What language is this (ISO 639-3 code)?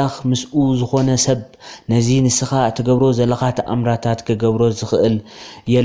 tir